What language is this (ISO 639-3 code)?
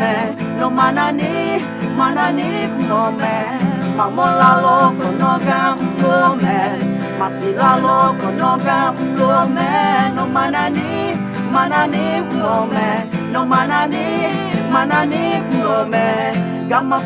ahk